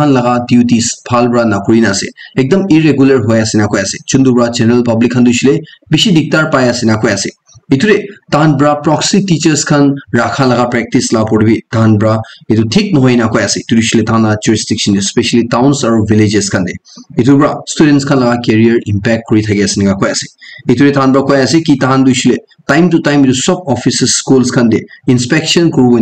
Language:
Naga Pidgin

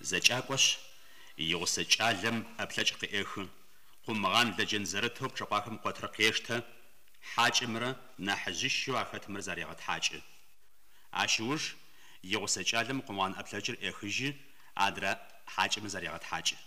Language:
Adyghe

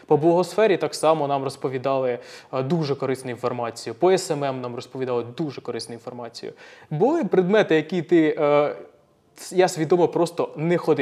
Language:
Ukrainian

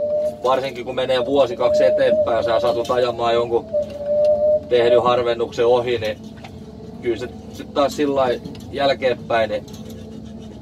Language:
Finnish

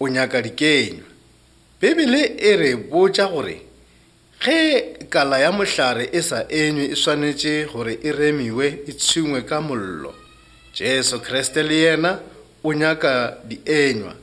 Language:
Northern Sotho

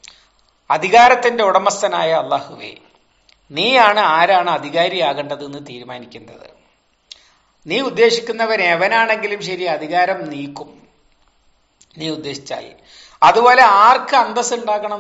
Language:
Malayalam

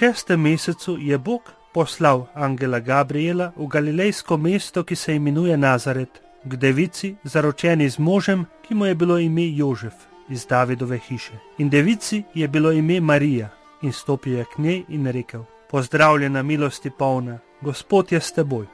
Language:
Slovenian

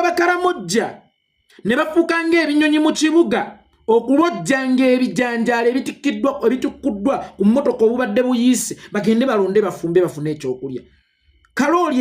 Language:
Ganda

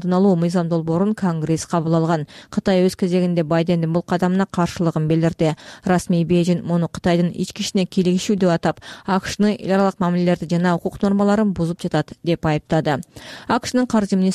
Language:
Kyrgyz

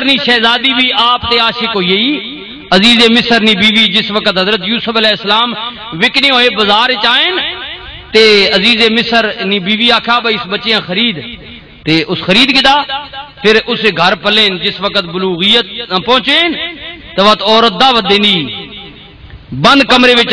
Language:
Western Panjabi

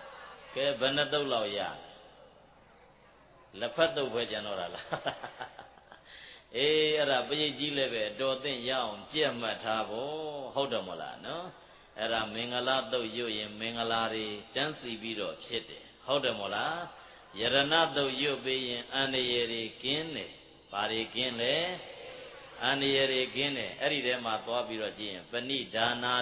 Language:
Burmese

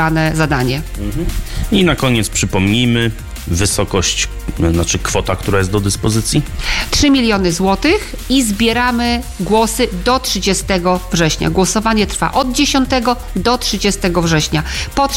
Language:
Polish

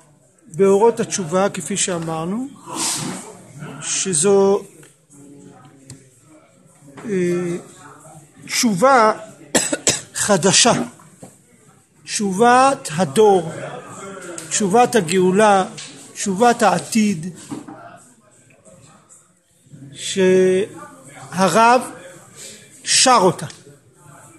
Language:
Hebrew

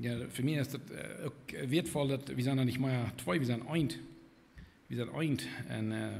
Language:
Plautdietsch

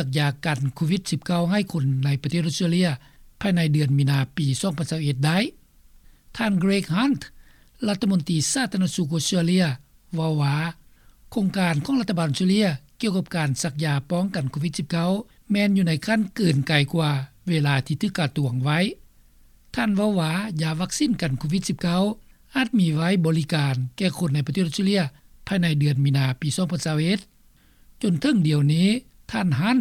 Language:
Lao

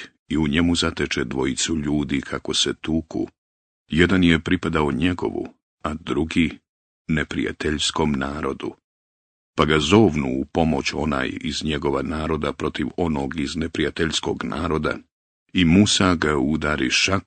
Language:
Bosnian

